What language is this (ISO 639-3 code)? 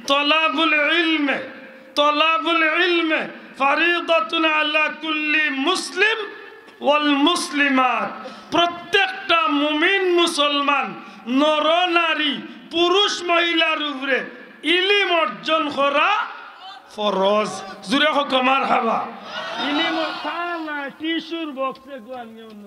syl